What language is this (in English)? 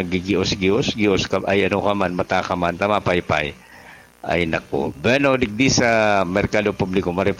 Bikol